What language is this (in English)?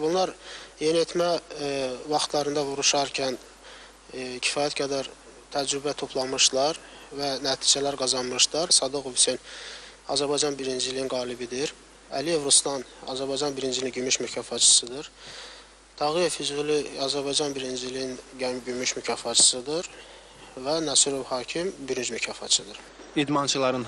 Azerbaijani